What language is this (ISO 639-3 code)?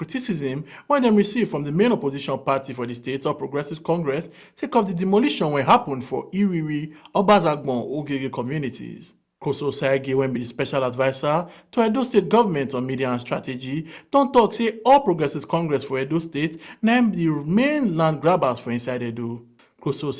pcm